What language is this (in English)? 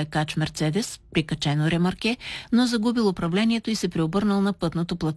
Bulgarian